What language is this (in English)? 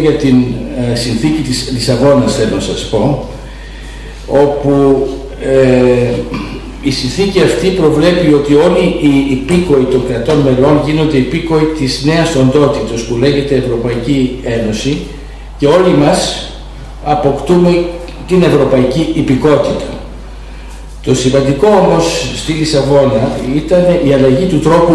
Greek